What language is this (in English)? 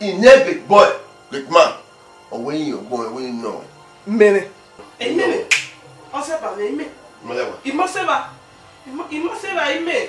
Bini